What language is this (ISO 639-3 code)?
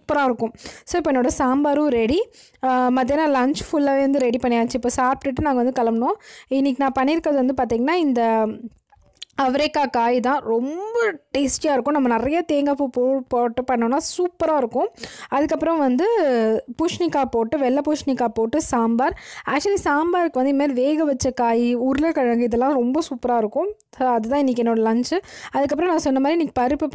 tam